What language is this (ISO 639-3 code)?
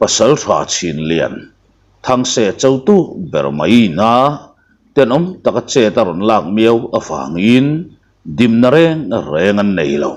lus